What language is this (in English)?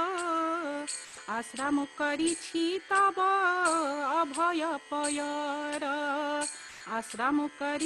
Odia